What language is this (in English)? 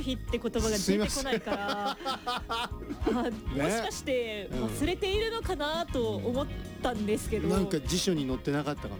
Japanese